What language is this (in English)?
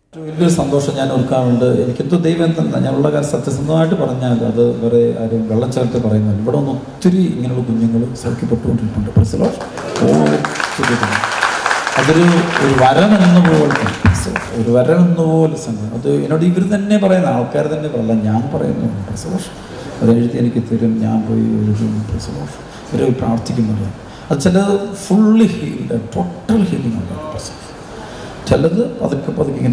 Malayalam